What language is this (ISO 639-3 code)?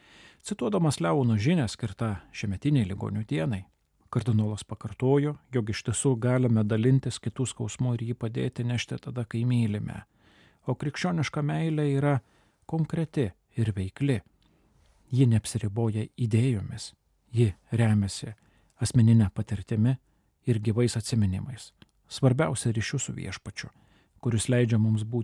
lit